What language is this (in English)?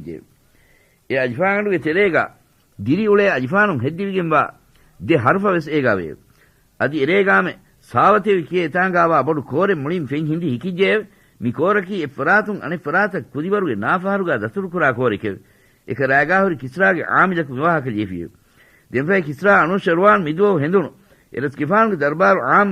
Divehi